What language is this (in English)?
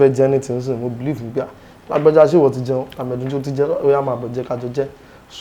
Yoruba